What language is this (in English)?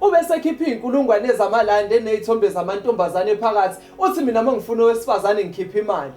Zulu